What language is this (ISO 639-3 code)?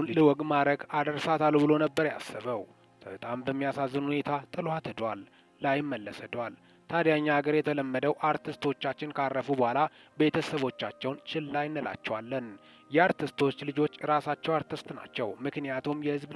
amh